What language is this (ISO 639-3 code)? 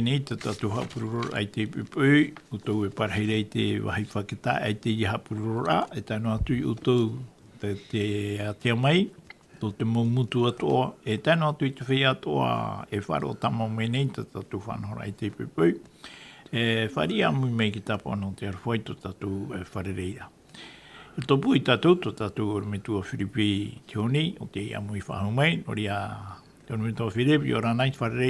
tah